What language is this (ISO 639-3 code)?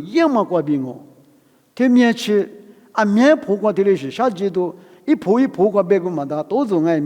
lis